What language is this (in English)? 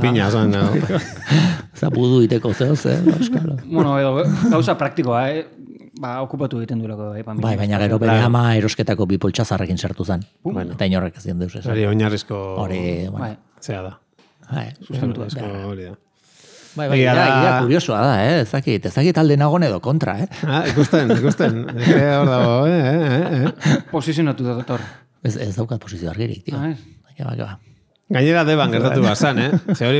Basque